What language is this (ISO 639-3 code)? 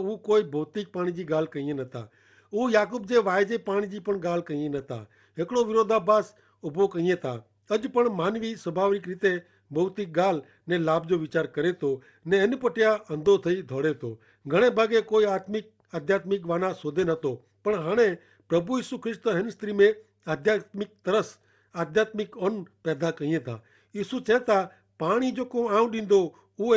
kfr